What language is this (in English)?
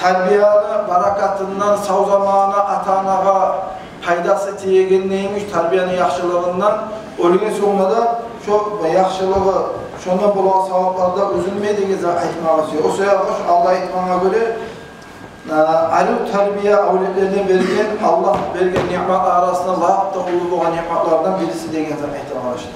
Kumyk